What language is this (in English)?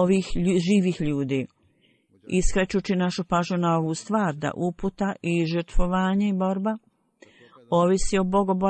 Bosnian